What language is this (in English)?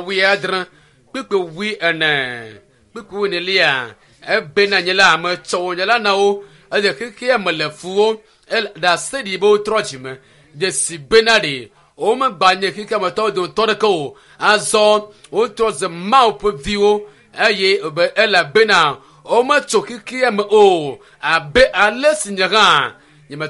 Ewe